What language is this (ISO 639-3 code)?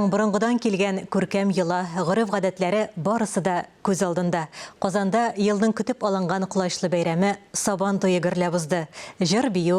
tat